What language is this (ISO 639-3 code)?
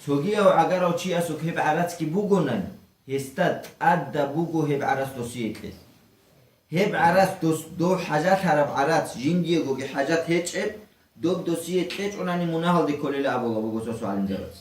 ava